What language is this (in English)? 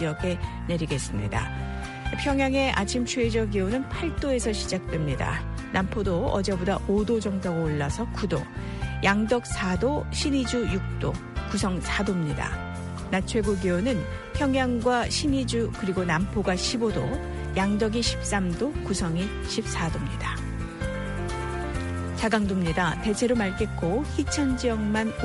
Korean